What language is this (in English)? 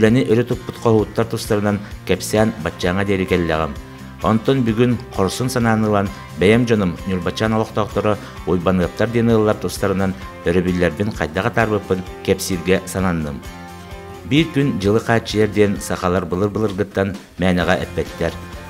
Yakut